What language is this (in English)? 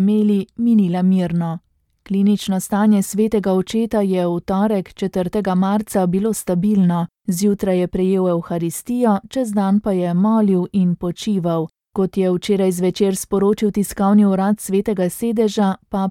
Slovenian